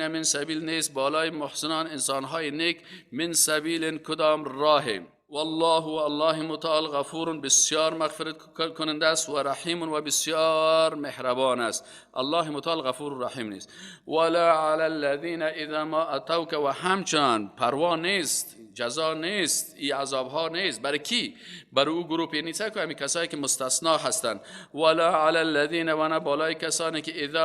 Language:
Persian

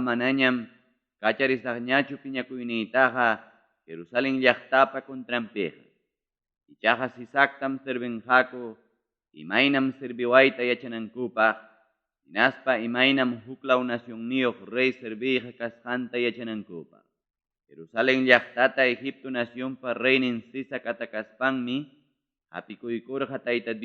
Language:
Ayacucho Quechua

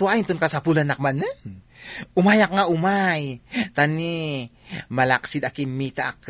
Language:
Iloko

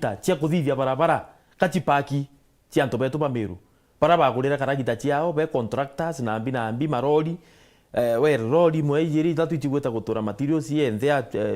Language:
Meru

